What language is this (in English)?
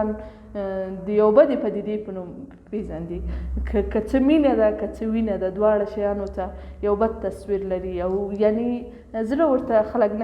Pashto